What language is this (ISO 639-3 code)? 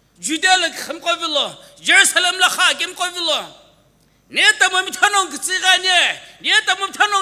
nsm